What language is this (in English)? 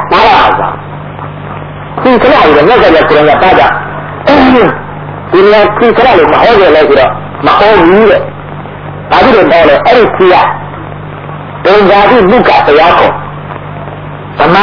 Burmese